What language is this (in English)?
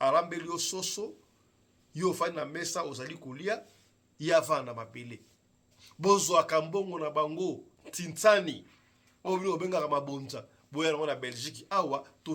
Lingala